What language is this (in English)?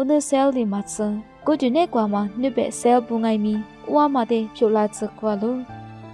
Lisu